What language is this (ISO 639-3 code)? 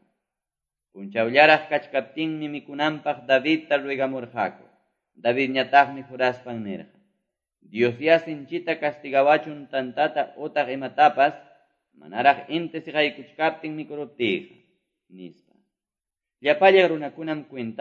que